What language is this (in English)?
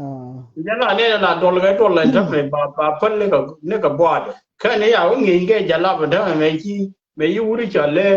Nuer